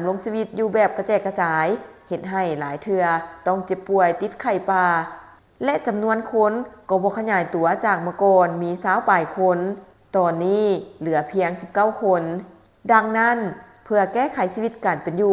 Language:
Lao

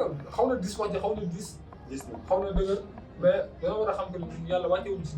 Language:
Wolof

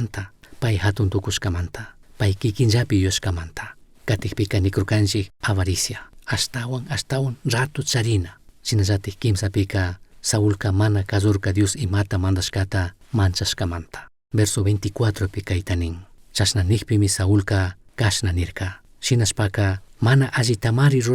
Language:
Chimborazo Highland Quichua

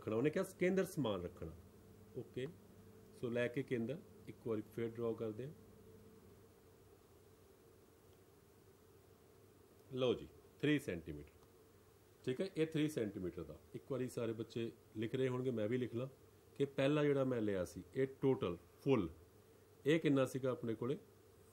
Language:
Punjabi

